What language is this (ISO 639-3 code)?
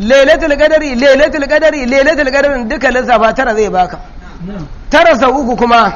hau